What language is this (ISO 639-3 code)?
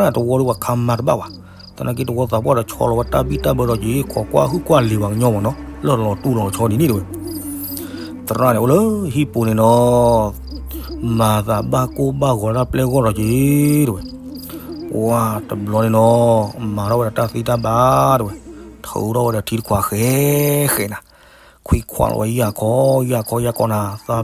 ksw